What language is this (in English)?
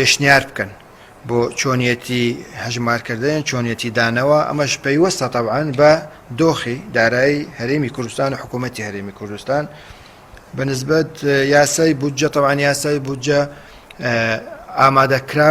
Central Kurdish